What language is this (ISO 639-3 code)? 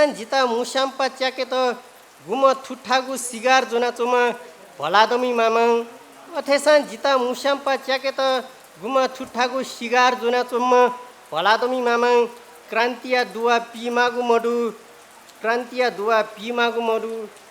new